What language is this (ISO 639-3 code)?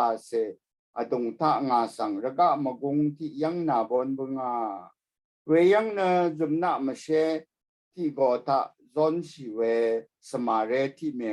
raw